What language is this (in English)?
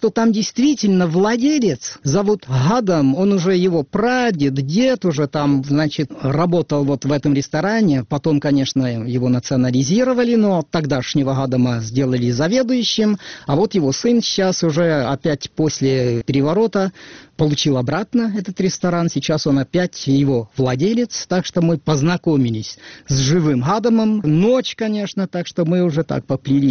Russian